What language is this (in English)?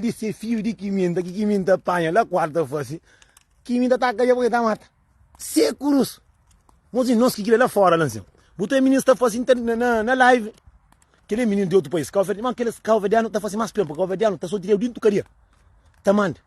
Kabuverdianu